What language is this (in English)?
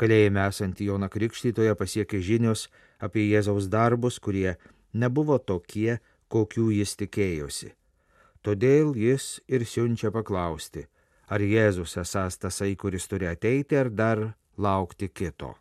Lithuanian